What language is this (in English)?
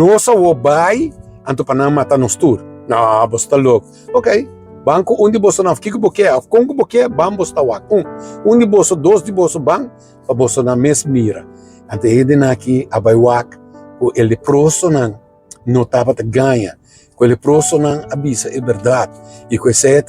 Papiamento